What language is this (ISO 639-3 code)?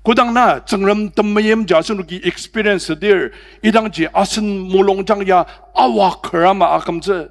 njo